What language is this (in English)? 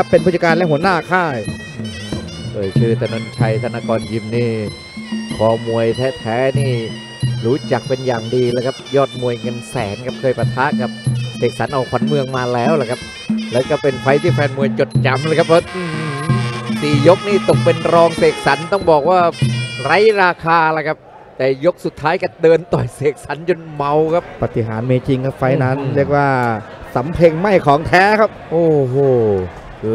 Thai